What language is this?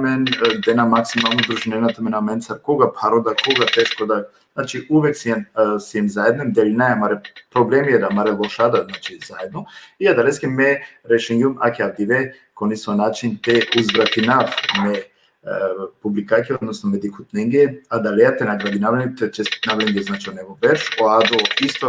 Balkan Romani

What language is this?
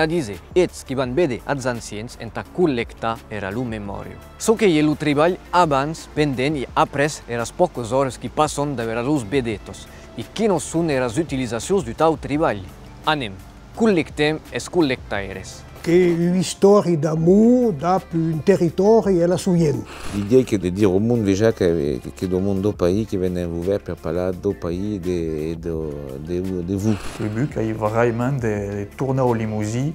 Occitan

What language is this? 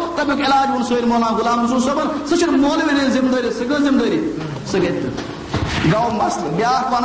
Kashmiri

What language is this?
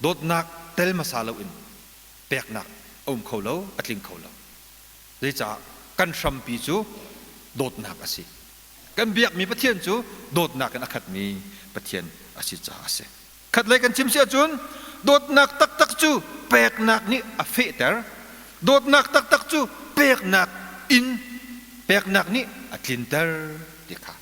Hakha Chin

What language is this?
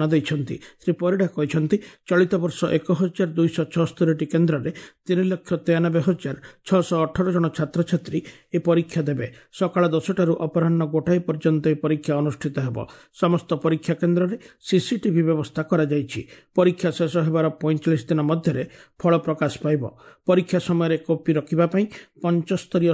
Odia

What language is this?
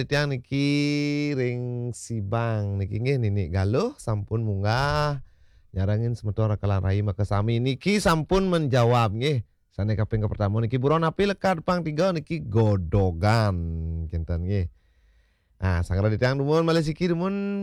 Balinese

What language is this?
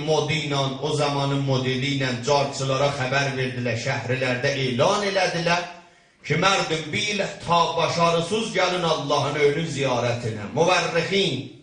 South Azerbaijani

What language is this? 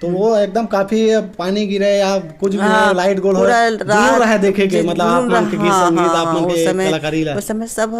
Chhattisgarhi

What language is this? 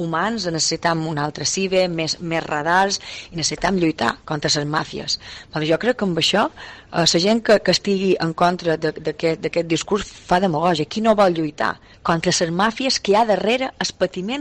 Catalan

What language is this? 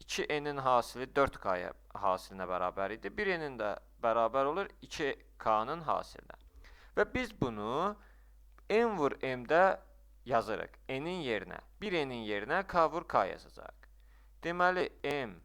Azerbaijani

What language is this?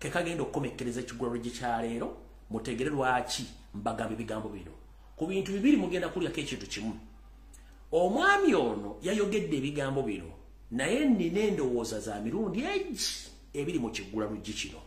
Ganda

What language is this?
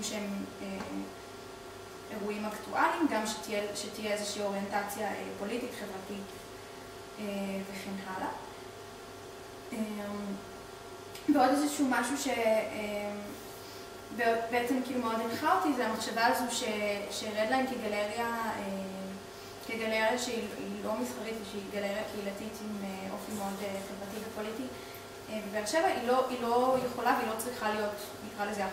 Hebrew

